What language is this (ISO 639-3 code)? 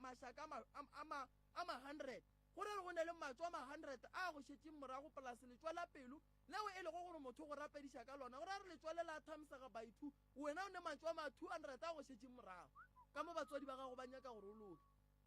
nso